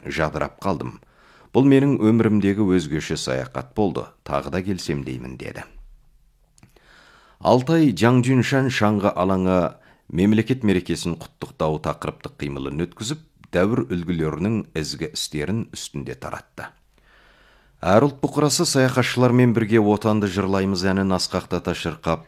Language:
Kazakh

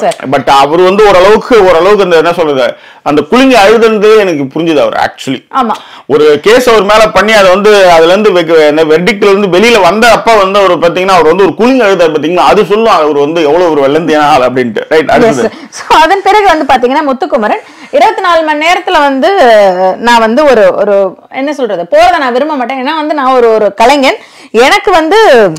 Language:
Tamil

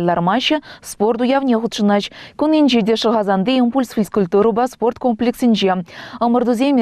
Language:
Chuvash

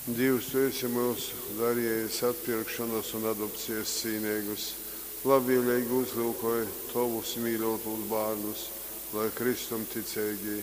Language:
Latgalian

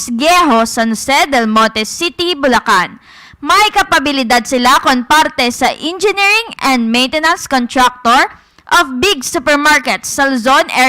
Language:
Hiligaynon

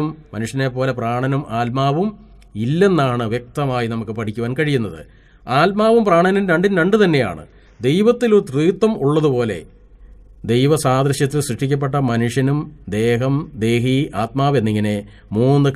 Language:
Malayalam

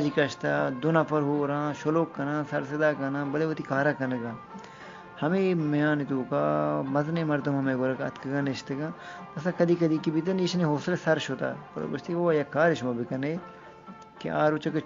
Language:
Eastern Balochi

